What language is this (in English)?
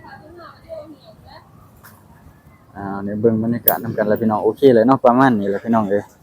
Lao